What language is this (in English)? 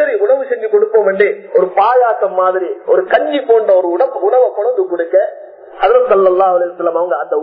Tamil